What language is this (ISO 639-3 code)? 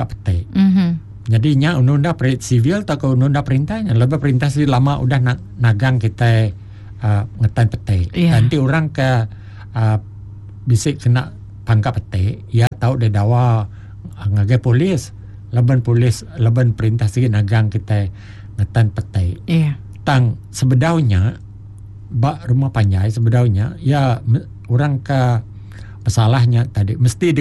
iba